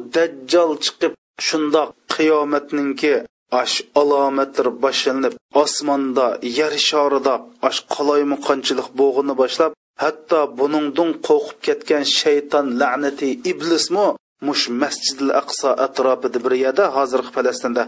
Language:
Uyghur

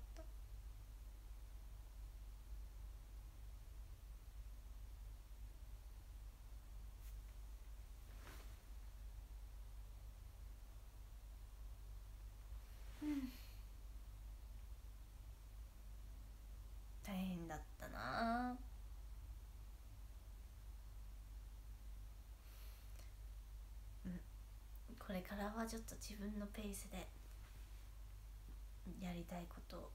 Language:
Japanese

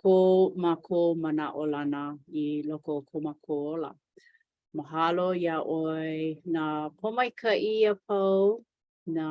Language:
Hawaiian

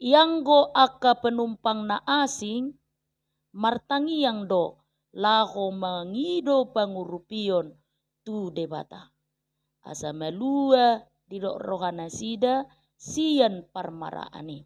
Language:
Batak Toba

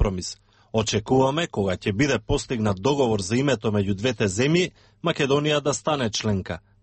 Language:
Macedonian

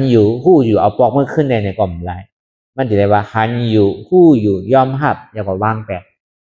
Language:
Shan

